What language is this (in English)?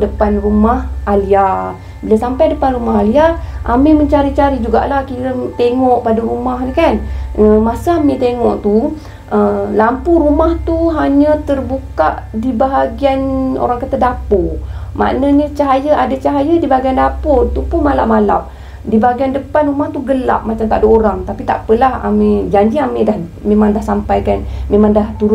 Malay